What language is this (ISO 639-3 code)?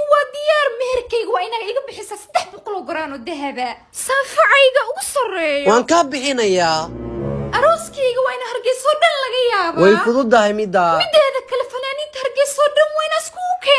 som